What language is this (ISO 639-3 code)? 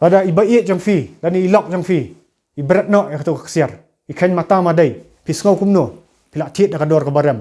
kha